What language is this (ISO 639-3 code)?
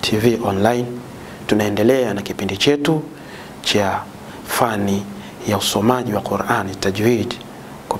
swa